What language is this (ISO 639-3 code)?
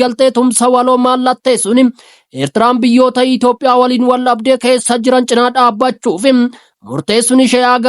orm